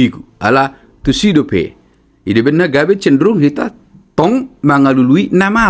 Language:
Batak Toba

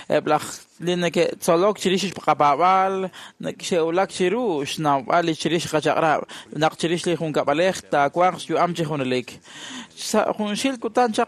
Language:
Kekchí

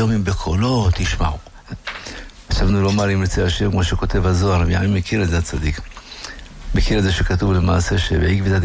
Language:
Hebrew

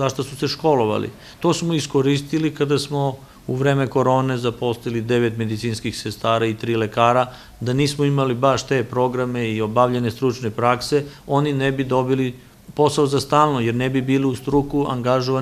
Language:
Serbian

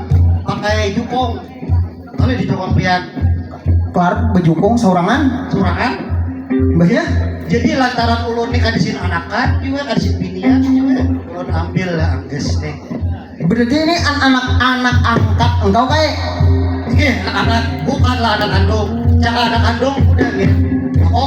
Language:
Banjar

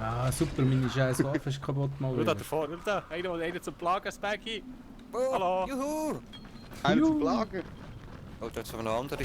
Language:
Swiss German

